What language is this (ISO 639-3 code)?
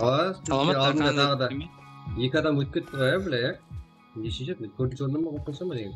kaa